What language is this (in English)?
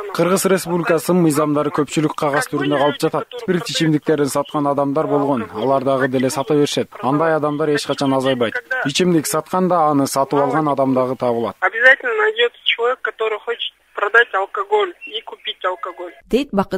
Kyrgyz